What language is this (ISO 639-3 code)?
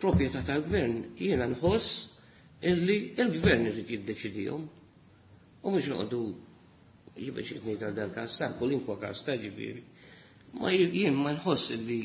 mlt